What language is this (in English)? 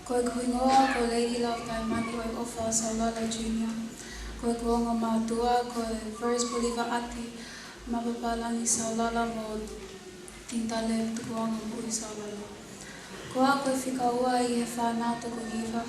Tongan